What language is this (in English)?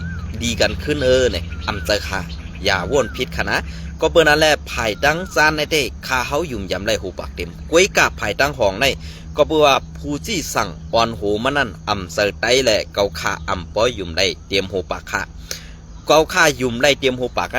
Shan